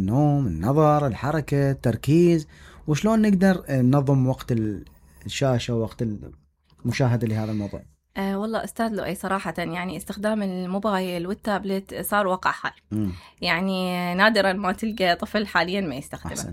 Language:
Mesopotamian Arabic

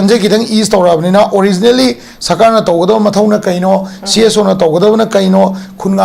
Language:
Manipuri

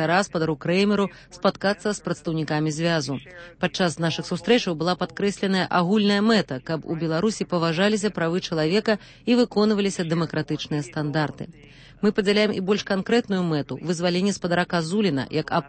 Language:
Belarusian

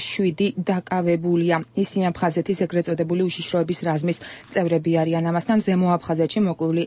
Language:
Georgian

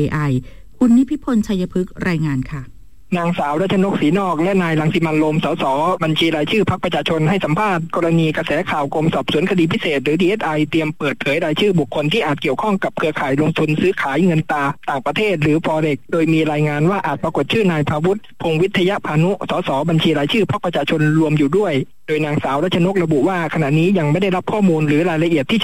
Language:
Thai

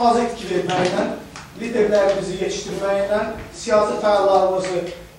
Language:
South Azerbaijani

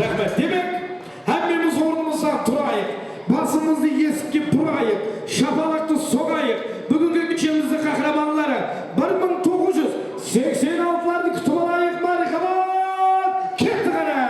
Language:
Kara-Kalpak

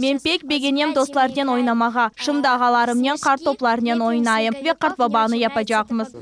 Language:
Crimean Tatar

